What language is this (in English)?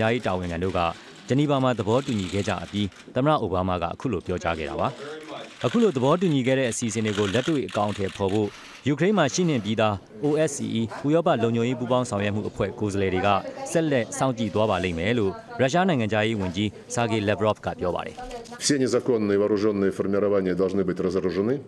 Burmese